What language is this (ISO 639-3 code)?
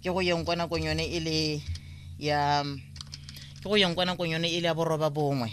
tsn